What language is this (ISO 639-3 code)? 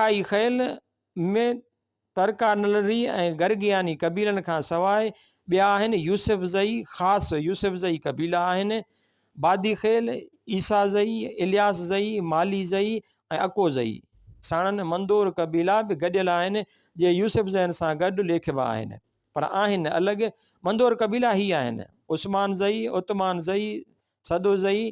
snd